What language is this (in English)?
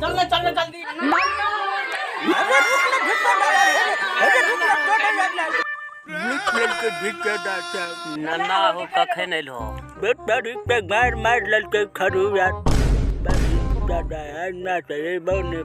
Maithili